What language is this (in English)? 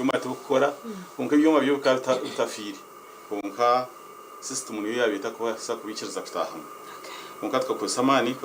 Nyankole